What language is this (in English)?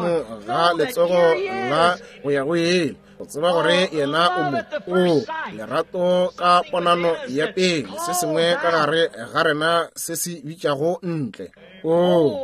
Northern Sotho